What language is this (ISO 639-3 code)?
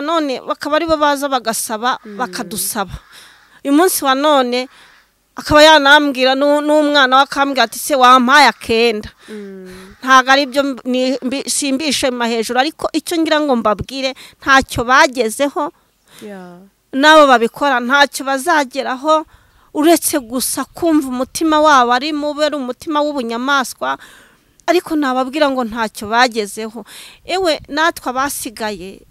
kin